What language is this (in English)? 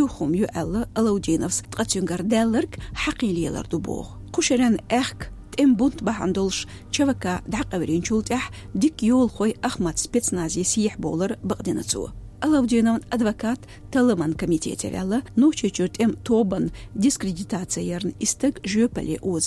Chechen